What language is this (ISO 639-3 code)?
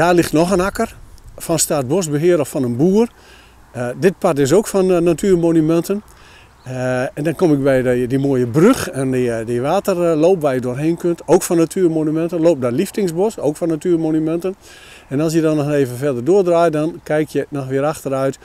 nld